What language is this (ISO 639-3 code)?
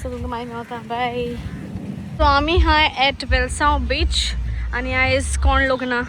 kok